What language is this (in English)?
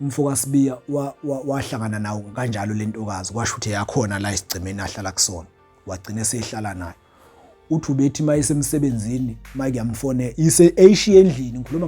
Zulu